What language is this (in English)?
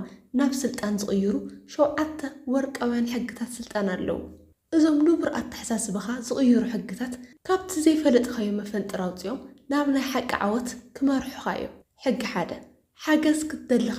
Tigrinya